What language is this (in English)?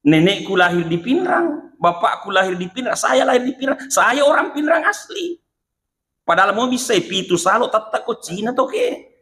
Buginese